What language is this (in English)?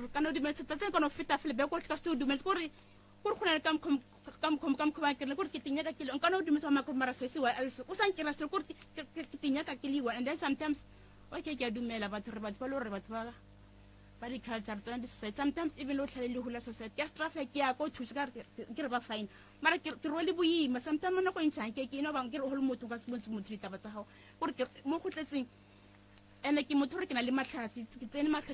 Northern Sotho